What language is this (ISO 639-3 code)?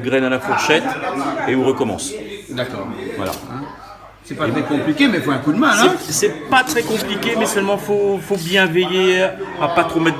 rcf